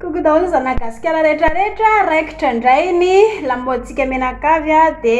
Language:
Malagasy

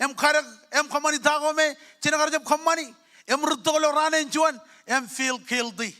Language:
Marshallese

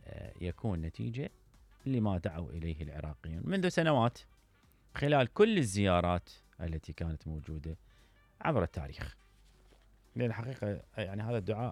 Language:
Mesopotamian Arabic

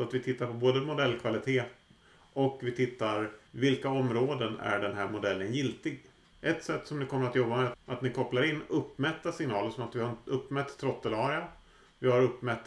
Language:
Swedish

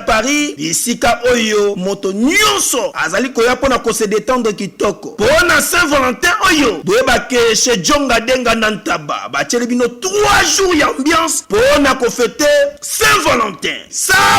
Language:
Lingala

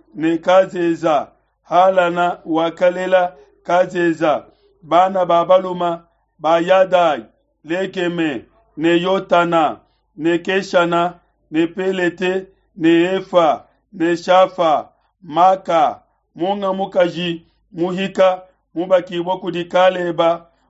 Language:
Luba-Lulua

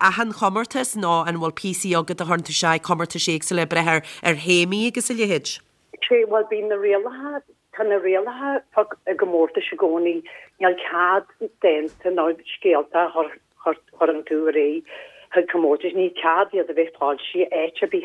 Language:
Irish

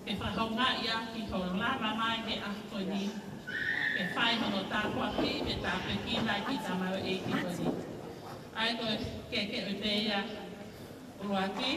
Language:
Tongan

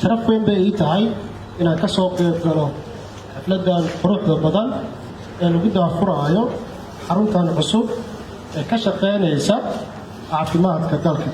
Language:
Somali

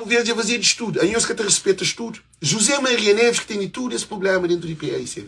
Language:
Kabuverdianu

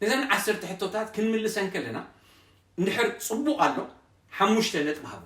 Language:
Tigrinya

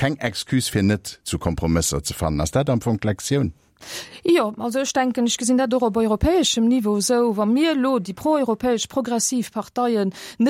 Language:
Luxembourgish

